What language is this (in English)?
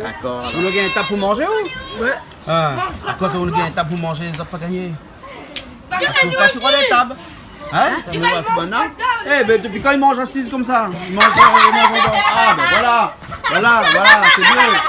Réunion Creole French